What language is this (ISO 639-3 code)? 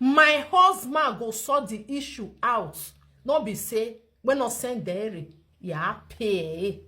pcm